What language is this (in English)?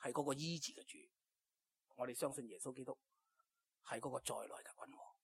Cantonese